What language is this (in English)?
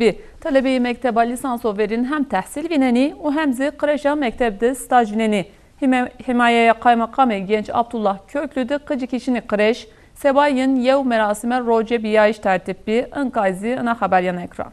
Zaza